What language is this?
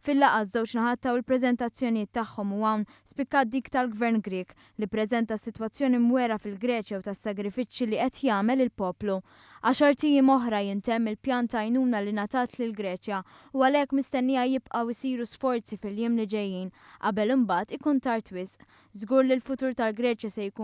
Maltese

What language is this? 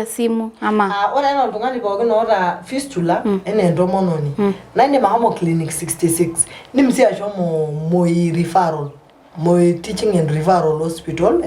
Masai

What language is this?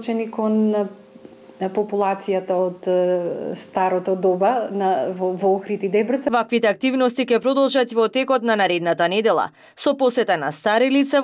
Macedonian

